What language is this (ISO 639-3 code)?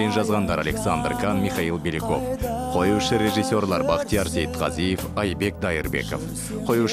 kaz